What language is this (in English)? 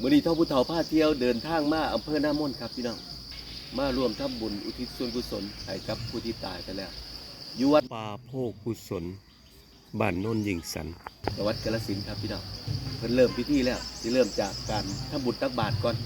Lao